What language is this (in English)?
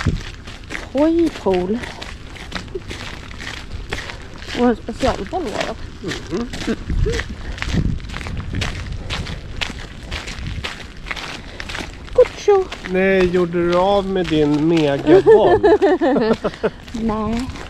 Swedish